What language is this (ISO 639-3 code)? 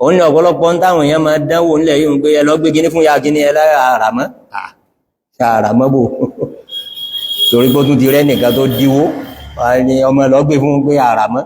yor